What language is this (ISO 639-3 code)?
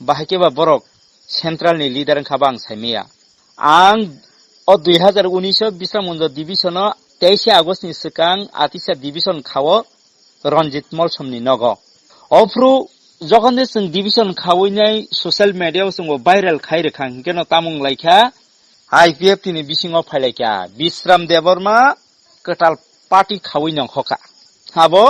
trp